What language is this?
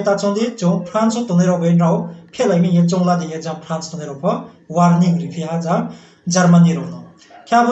Riang (India)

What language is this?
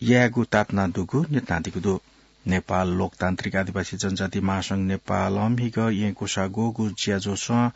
Newari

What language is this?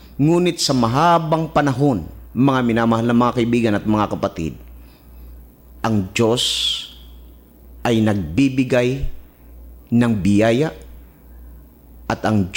Filipino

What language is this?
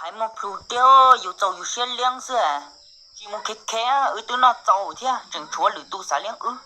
Hmong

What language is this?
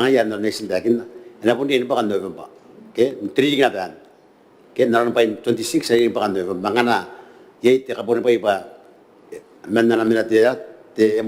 Gilbertese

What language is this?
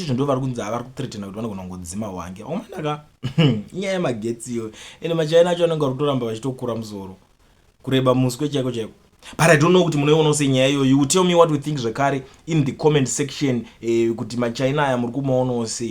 Shona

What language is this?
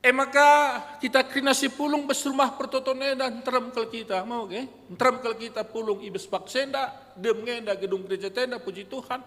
Batak Karo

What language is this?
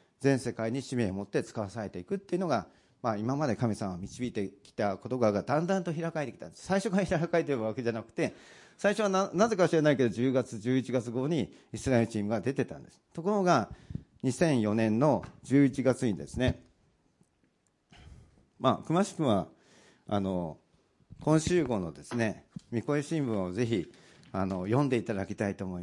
Japanese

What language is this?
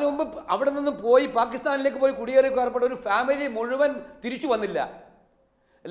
Malayalam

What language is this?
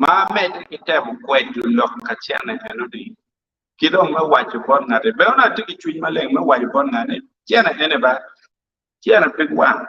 Acoli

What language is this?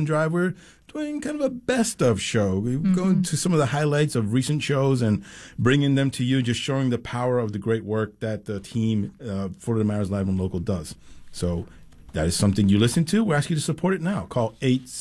English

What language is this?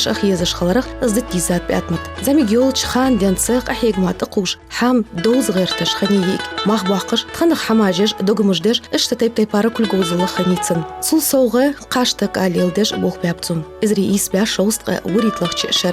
Ingush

